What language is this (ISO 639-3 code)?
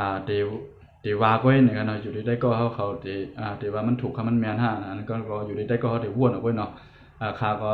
shn